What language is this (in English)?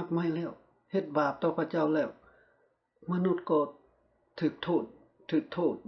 Lao